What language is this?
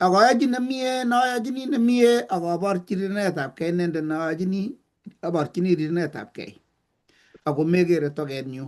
Kalenjin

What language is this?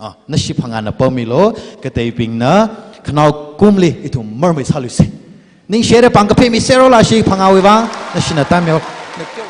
Tangkhul Naga (India)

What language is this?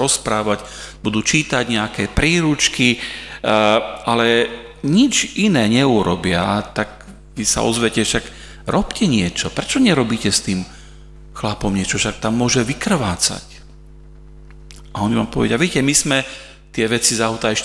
Slovak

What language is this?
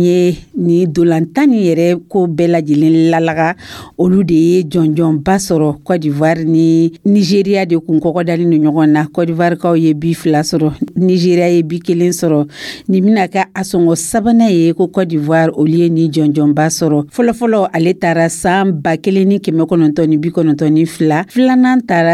Dyula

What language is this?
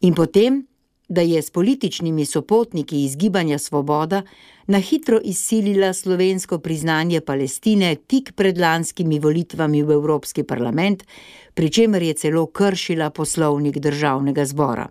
Slovenian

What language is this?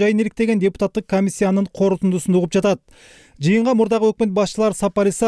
Kyrgyz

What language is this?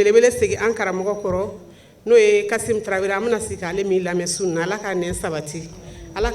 Bambara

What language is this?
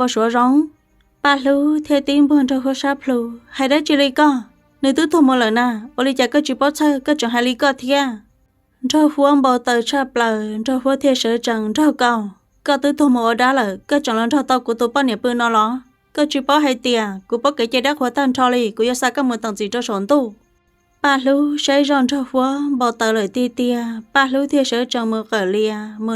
Hmong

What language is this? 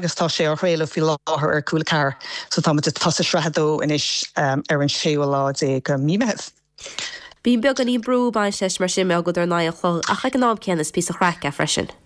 Irish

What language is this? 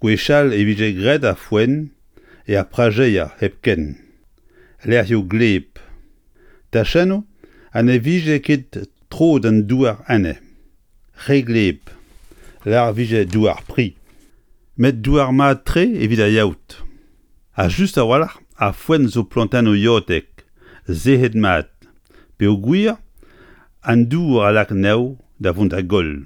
Breton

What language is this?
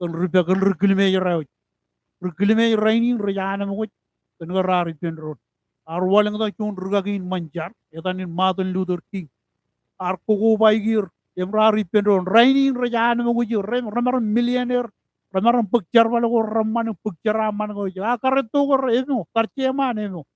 Marshallese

